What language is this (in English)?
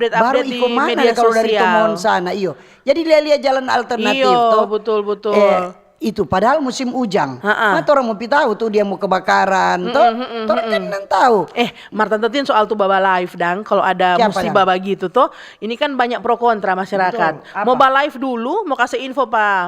Manado Malay